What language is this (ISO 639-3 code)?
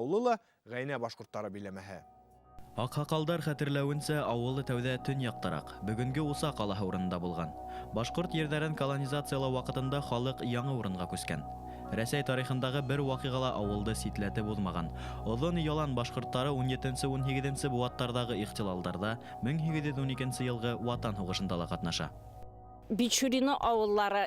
bak